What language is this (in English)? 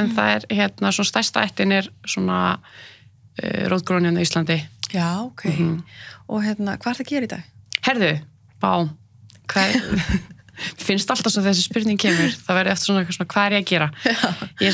Icelandic